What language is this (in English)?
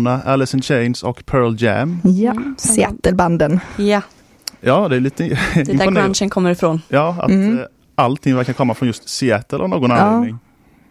Swedish